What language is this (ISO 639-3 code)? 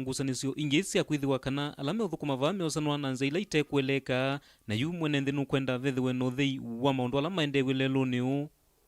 kam